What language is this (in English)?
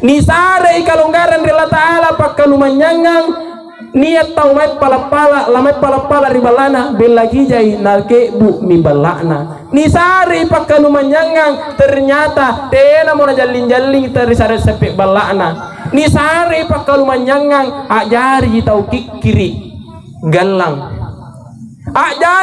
Makasar